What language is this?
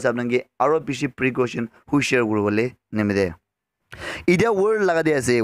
Naga Pidgin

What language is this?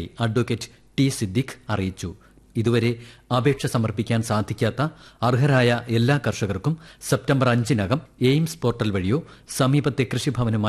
Malayalam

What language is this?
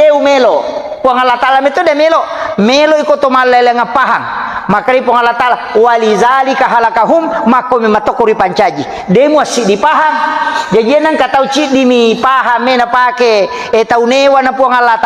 Buginese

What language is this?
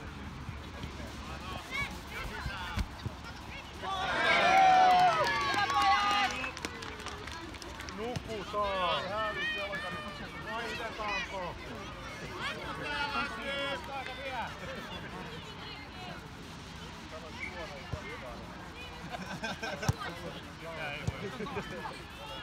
Finnish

